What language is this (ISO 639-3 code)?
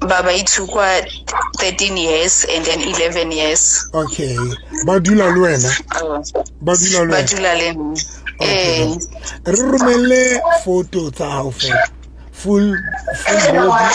sot